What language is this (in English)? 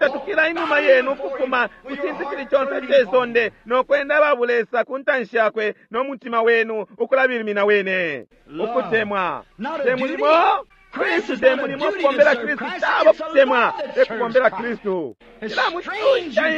Bemba